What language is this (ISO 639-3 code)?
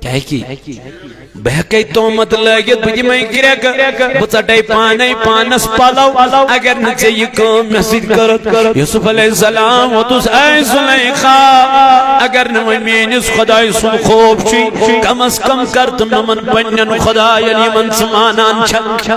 kas